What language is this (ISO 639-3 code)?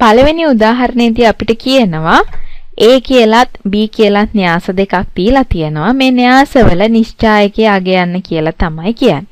sin